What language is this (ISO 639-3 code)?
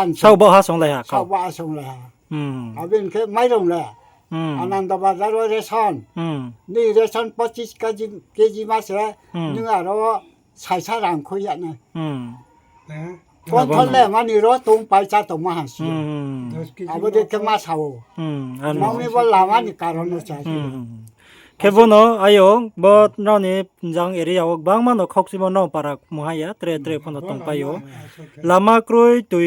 ria